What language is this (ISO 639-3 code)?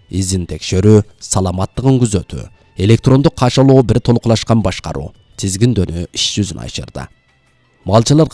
kir